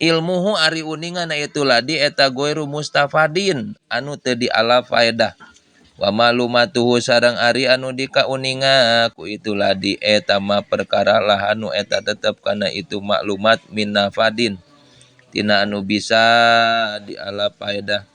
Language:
Sundanese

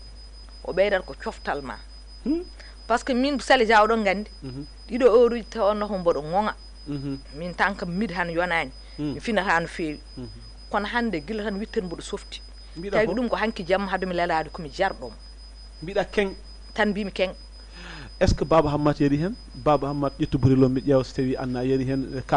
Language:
Fula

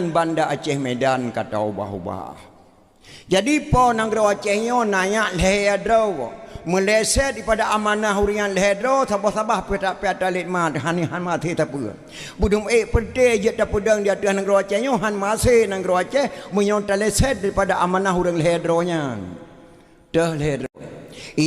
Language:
Achinese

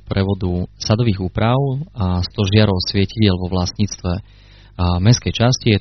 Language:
Slovak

